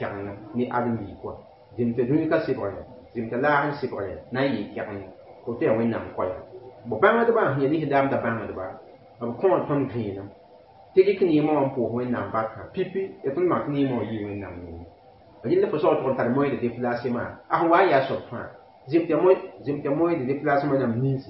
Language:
Mossi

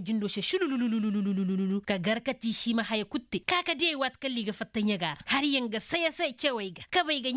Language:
Koyraboro Senni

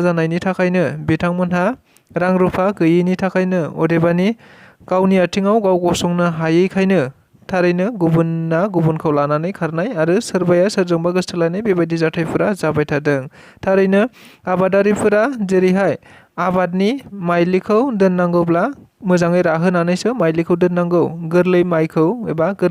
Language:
Bodo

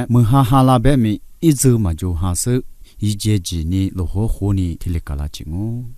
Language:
Lisu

